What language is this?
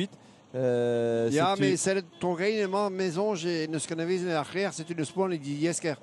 Breton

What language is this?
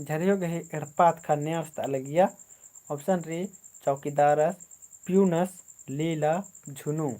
Kurukh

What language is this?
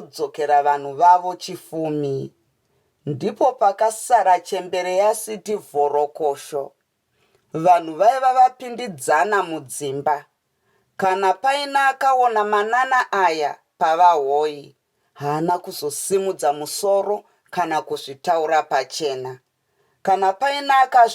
Shona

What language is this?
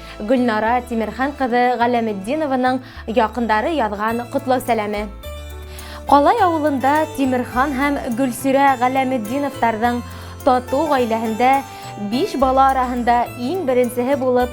Bashkir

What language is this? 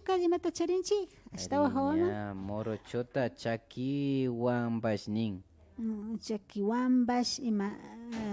Imbabura Highland Quichua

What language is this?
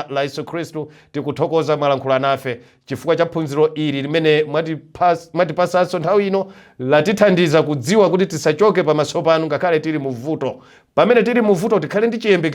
Nyanja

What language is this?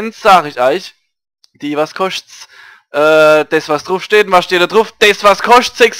Palatine German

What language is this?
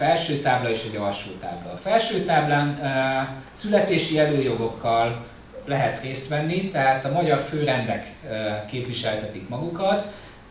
Hungarian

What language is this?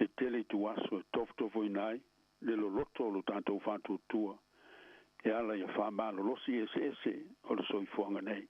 Samoan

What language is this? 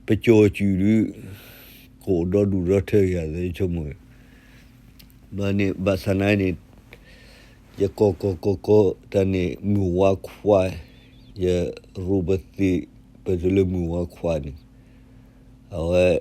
S'gaw Karen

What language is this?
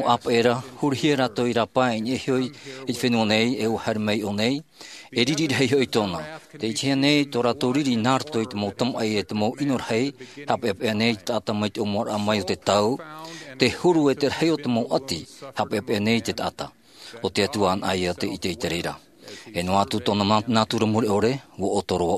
Tahitian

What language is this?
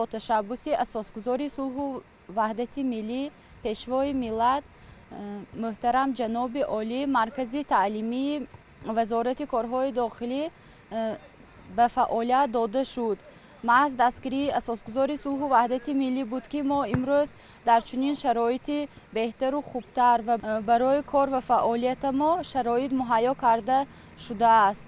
Tajik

